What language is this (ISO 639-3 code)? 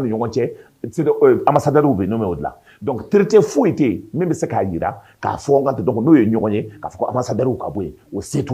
bam